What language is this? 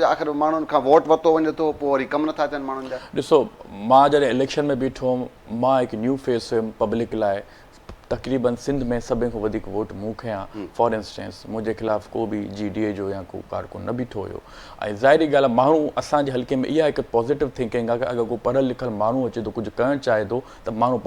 Sindhi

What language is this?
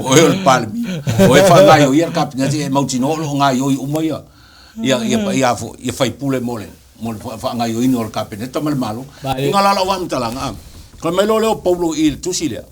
Samoan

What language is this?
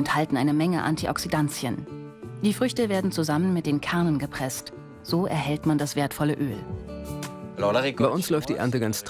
German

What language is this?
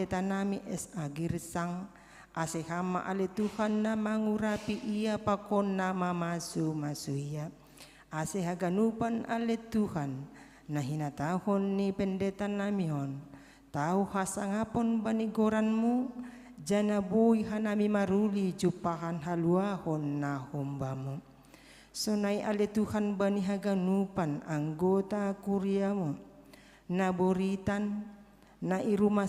Batak Simalungun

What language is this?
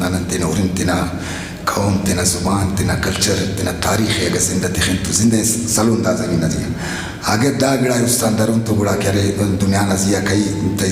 Brahui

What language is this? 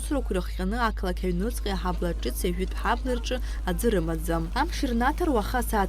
Abkhazian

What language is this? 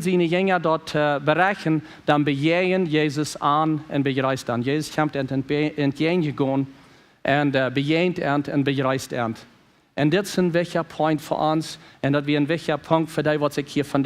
Plautdietsch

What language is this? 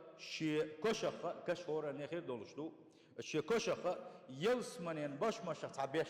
Chechen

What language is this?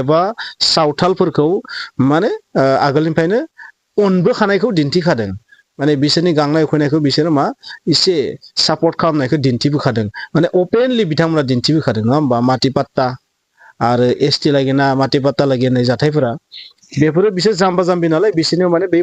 Bodo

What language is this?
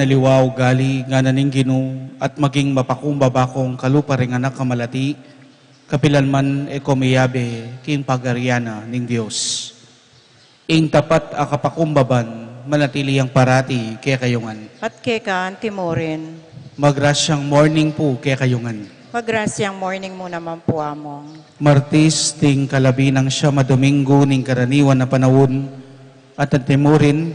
Pampanga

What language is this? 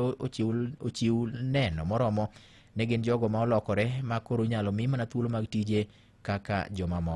Luo (Kenya and Tanzania)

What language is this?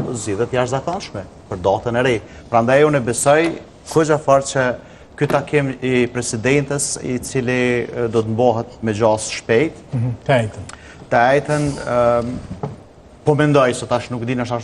Albanian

